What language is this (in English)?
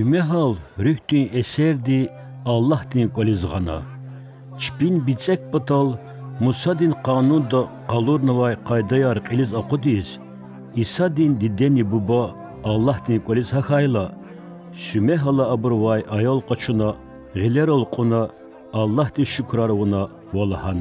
Lezghian